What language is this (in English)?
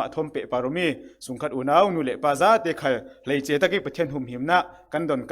Falam Chin